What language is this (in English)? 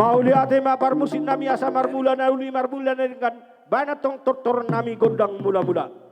Batak Toba